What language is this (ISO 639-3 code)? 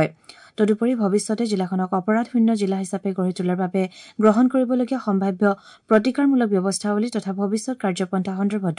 asm